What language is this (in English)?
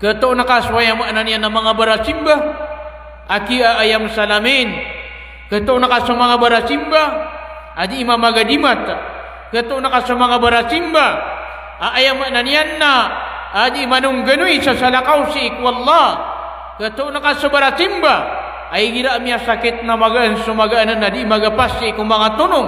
Maranao